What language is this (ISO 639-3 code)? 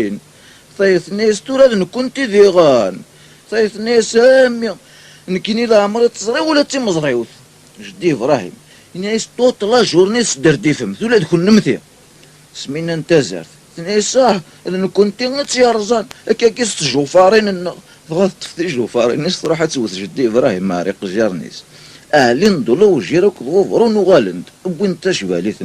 kab